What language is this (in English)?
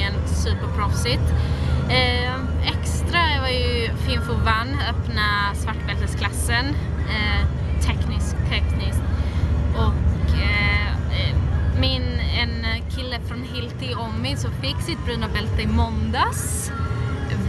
Swedish